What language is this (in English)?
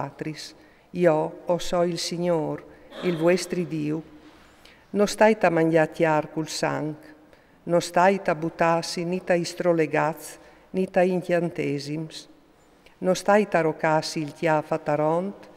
Friulian